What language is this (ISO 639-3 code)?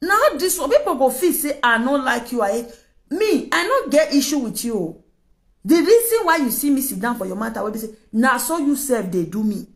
pcm